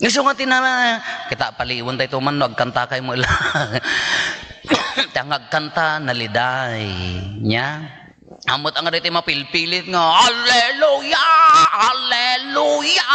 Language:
Iloko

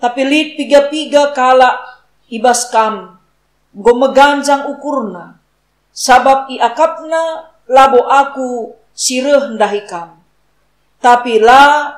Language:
Batak Karo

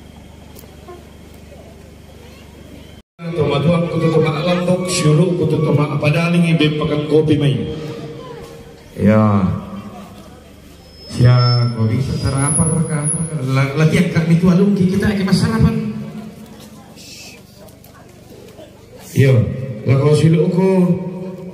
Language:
Indonesian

